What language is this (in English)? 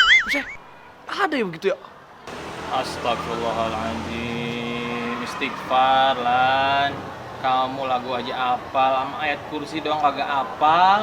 Betawi